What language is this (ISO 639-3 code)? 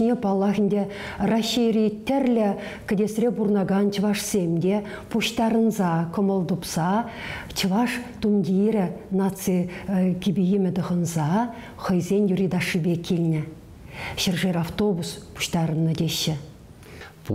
chv